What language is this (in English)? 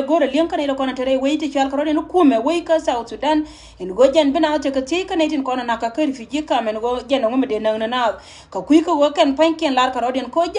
Nuer